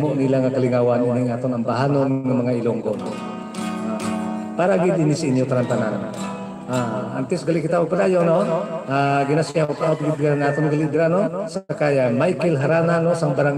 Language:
Hiligaynon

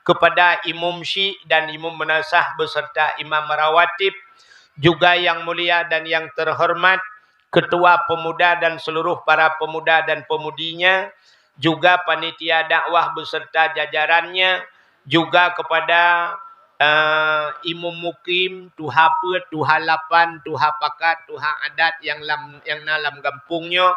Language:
Achinese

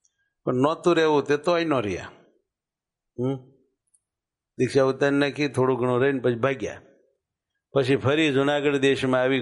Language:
Gujarati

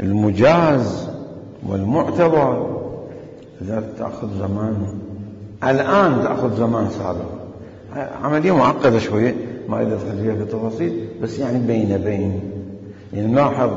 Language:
Mesopotamian Arabic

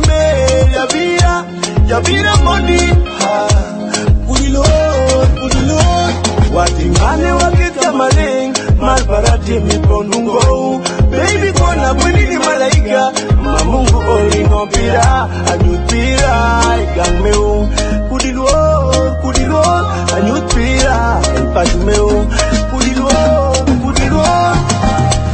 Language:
Swahili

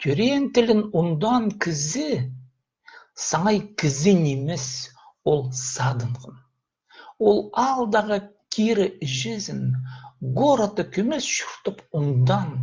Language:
Khakas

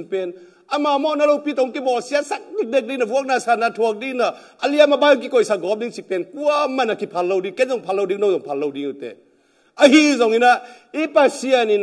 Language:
Tedim Chin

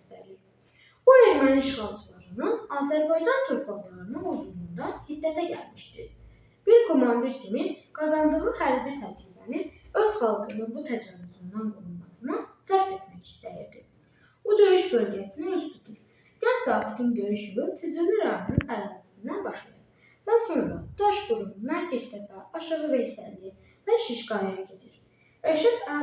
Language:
Azerbaijani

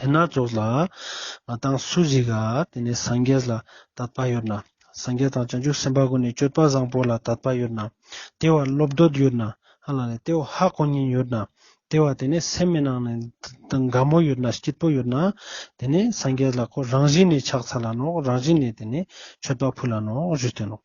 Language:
Ladakhi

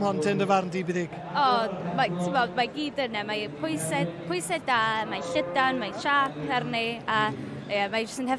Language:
Welsh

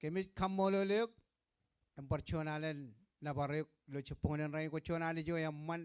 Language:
Marshallese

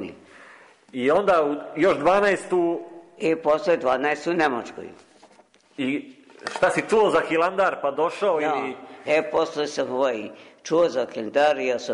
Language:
Serbian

